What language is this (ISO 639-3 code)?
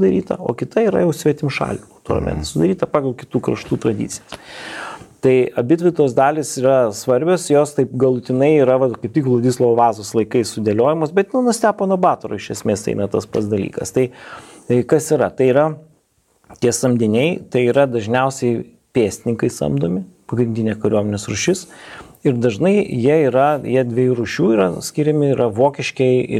lit